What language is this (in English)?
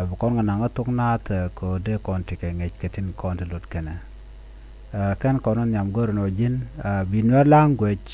Nuer